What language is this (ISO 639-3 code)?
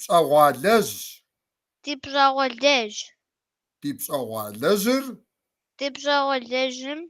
kbd